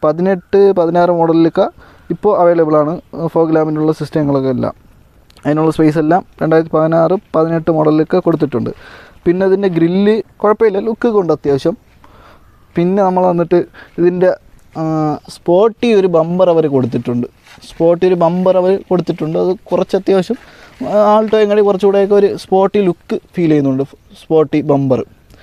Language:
Malayalam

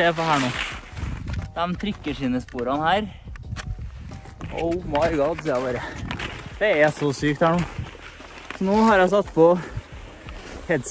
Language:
Norwegian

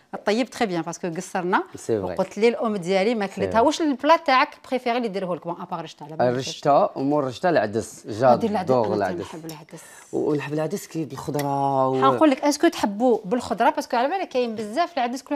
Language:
Algerian Arabic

